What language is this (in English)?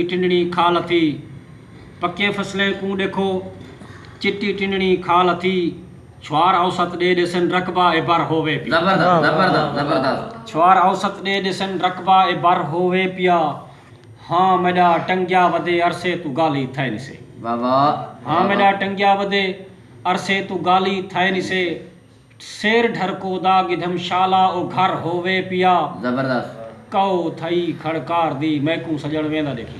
Saraiki